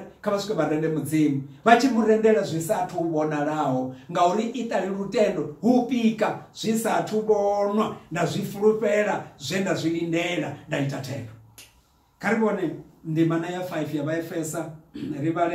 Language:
Venda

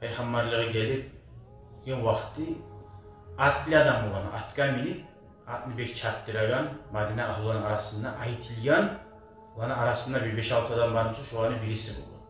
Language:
Kumyk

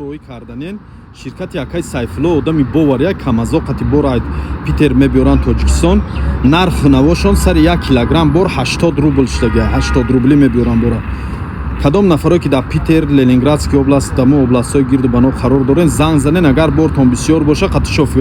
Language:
Tajik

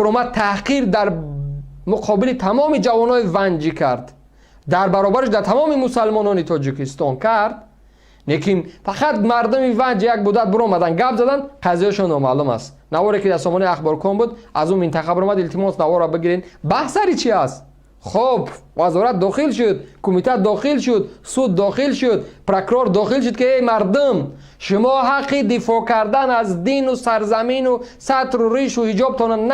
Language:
Tajik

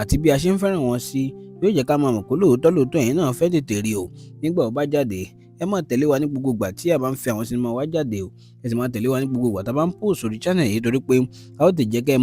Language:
Yoruba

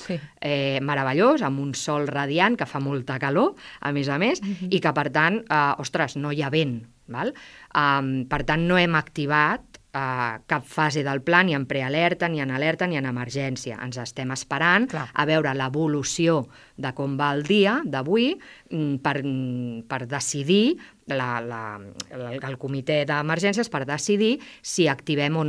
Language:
Catalan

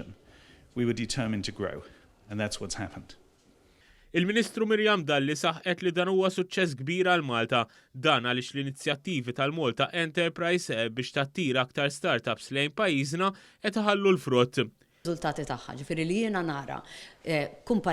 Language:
Maltese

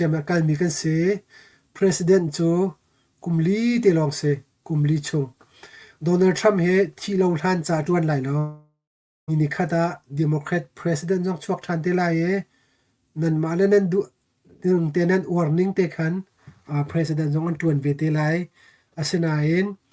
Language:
Hakha Chin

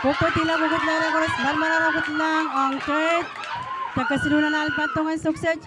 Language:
Pohnpeian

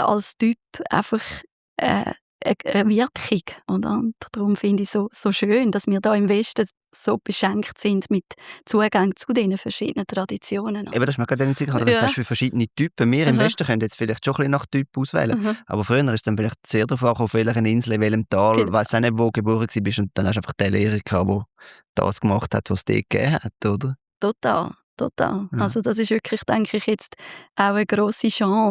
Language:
Swiss German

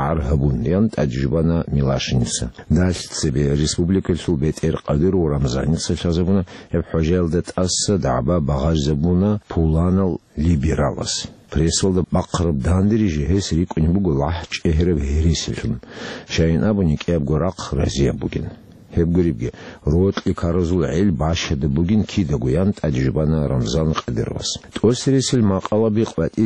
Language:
Avaric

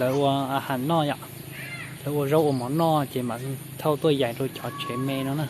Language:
Hmong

